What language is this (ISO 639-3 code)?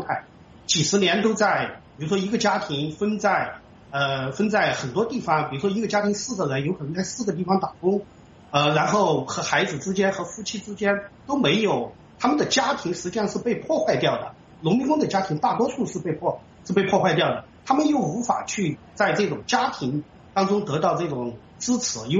zho